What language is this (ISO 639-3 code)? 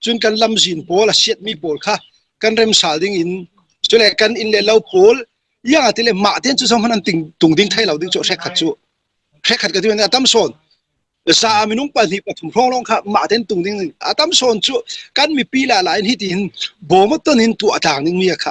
cfm